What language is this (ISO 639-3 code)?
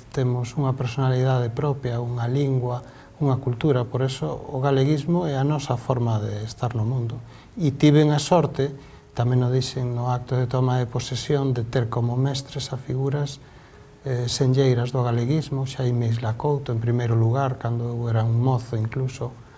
glg